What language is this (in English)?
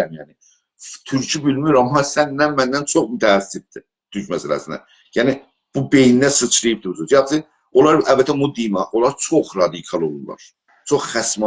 South Azerbaijani